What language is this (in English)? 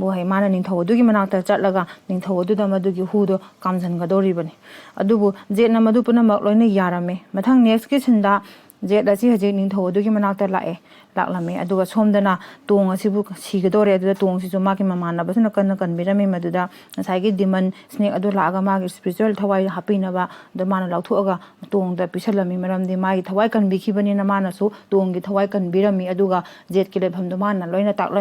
Manipuri